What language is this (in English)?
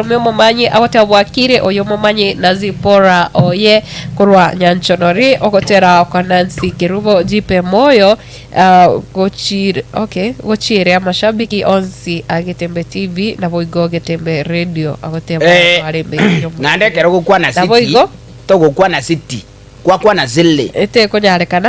Gusii